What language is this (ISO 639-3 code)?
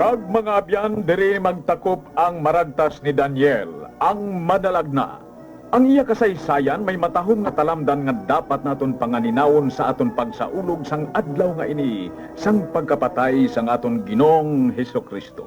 hil